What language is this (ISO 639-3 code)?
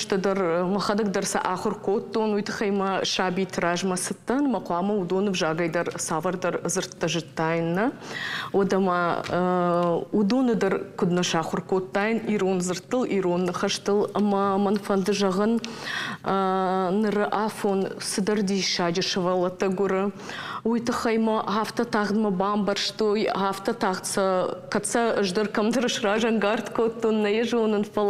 oss